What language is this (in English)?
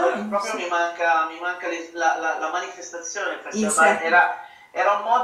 Italian